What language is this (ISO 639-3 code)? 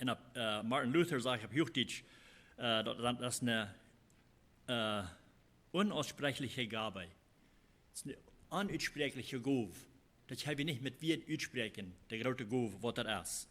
pdt